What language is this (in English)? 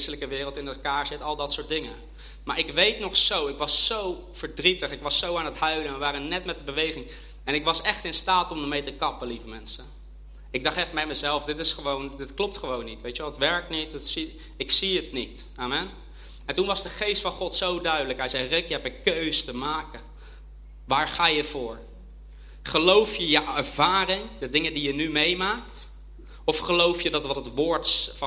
Dutch